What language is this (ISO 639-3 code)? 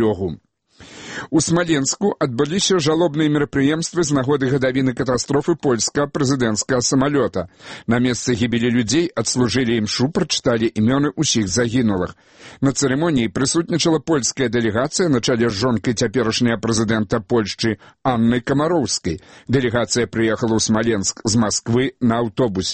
bel